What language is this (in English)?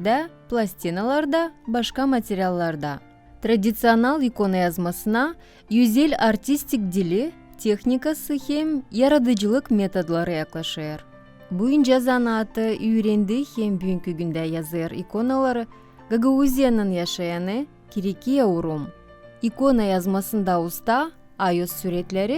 Gagauz